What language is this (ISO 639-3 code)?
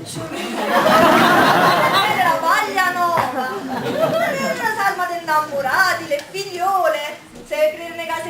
nap